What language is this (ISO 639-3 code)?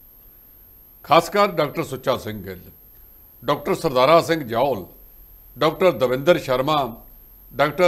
pan